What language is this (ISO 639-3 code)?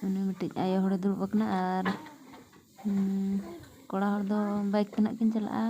sat